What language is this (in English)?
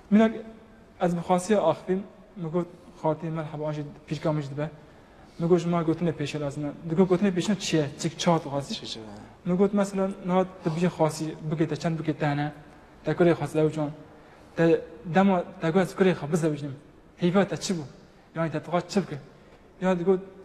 Kurdish